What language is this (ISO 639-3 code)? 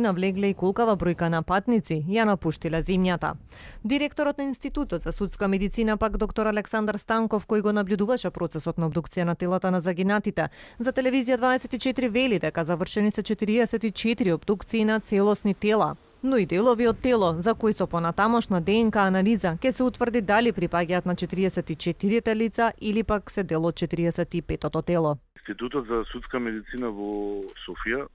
mkd